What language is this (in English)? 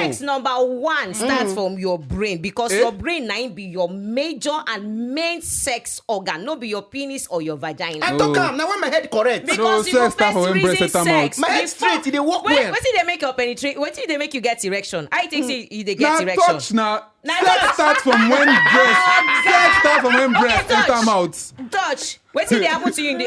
Nigerian Pidgin